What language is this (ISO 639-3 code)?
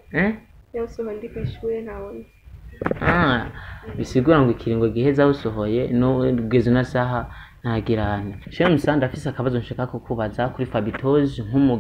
run